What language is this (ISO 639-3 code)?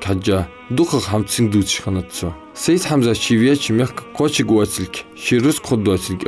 inh